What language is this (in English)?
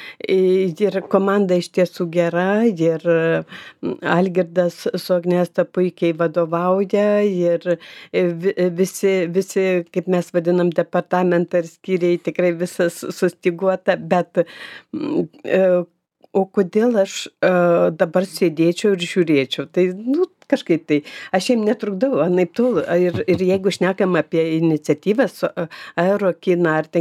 Lithuanian